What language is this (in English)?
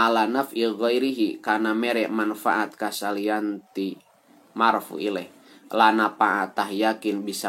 Sundanese